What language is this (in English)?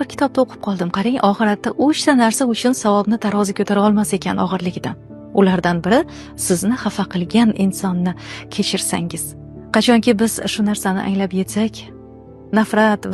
Uzbek